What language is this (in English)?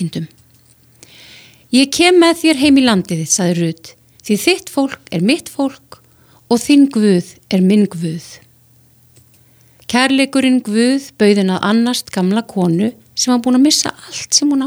Icelandic